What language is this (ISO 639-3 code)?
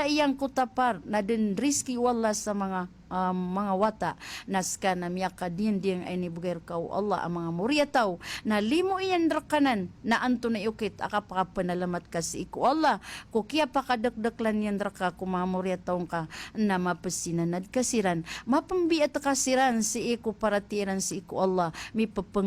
mrw